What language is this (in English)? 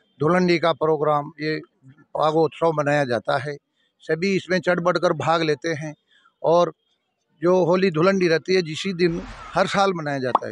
Hindi